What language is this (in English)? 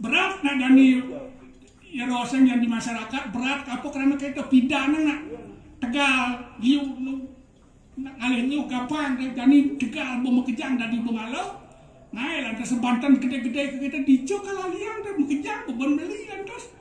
Balinese